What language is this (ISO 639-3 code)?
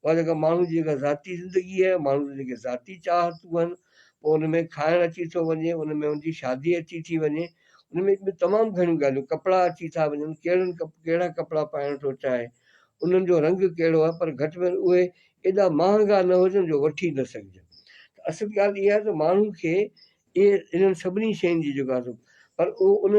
snd